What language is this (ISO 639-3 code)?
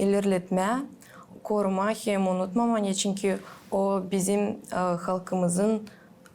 gag